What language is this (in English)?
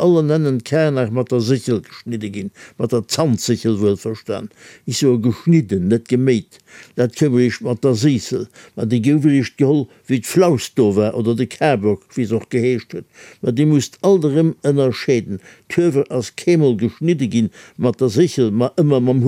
Luxembourgish